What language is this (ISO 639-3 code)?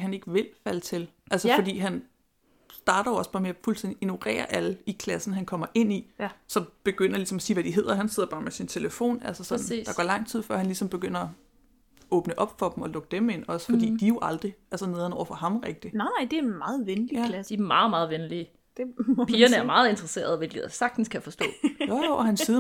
dan